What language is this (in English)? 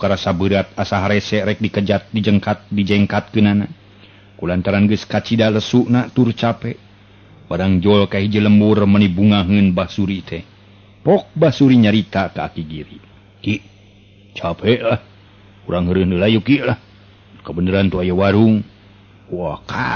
Sundanese